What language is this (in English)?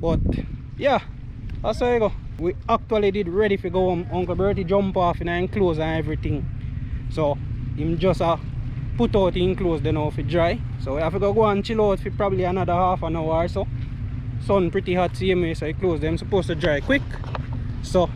Jamaican Creole English